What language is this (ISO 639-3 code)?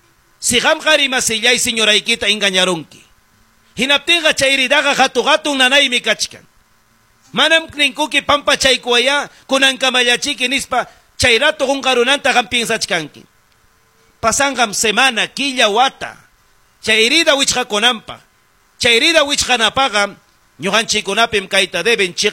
quy